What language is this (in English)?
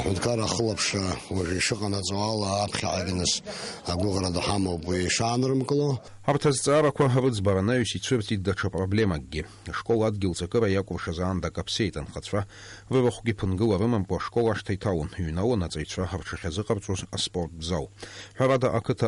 Abkhazian